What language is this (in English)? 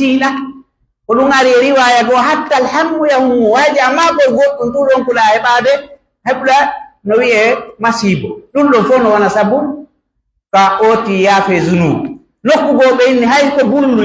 Pular